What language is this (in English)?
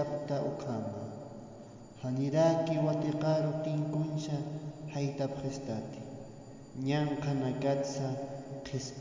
Aymara